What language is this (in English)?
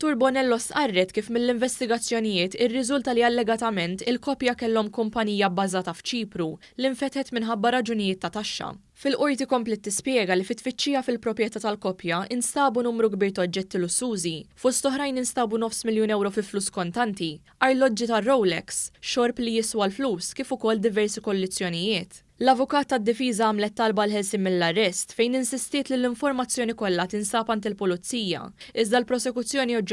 Maltese